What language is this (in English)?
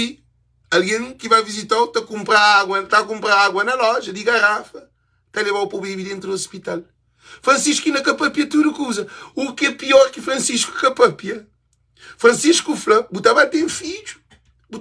Kabuverdianu